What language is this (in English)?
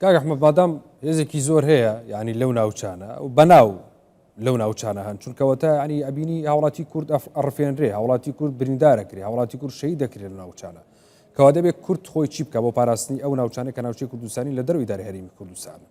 Central Kurdish